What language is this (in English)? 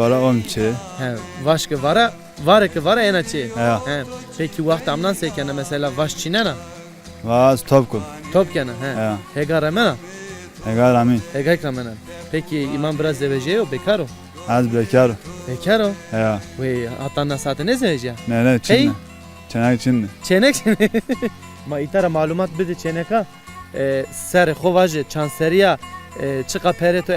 Zaza